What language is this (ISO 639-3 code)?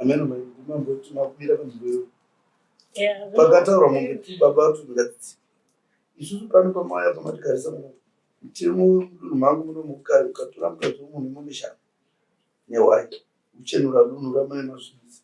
sna